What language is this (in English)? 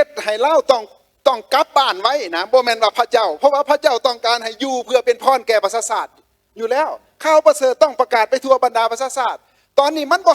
Lao